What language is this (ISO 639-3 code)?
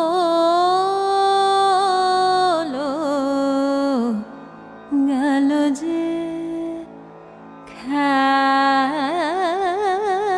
ben